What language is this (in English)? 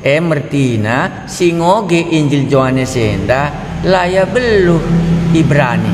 Batak Karo